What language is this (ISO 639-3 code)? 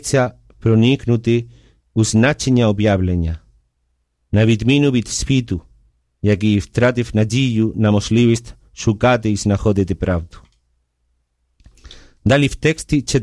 ukr